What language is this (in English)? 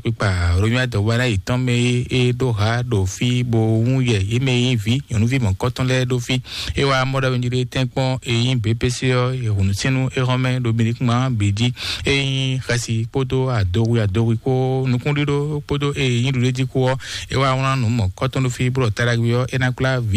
Fon